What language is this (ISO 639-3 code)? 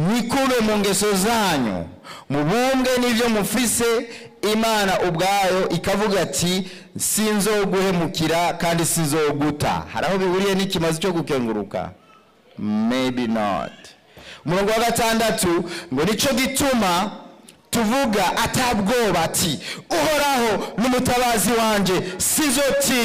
run